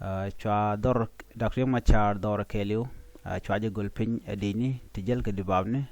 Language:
Nuer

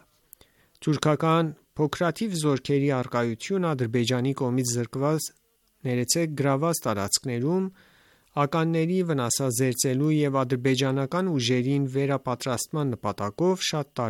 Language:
Armenian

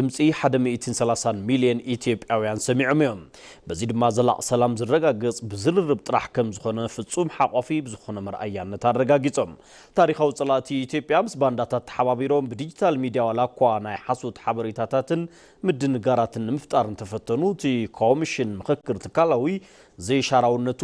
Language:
Tigrinya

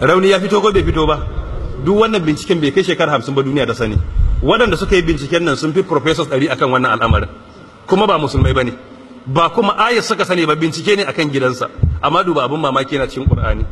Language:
Hausa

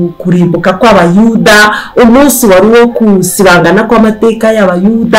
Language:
Kinyarwanda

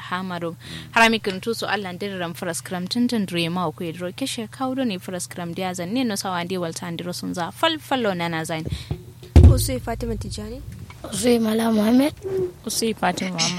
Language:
Kanuri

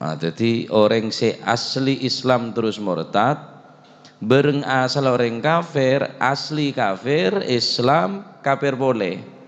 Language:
Madurese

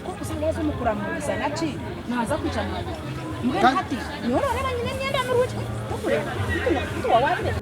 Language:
Nyankole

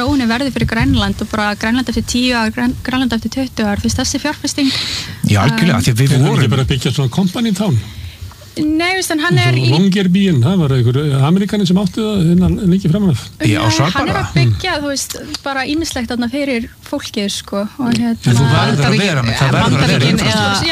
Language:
Icelandic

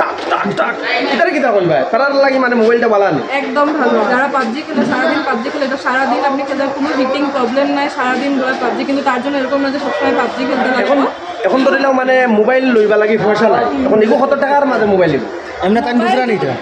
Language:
Sylheti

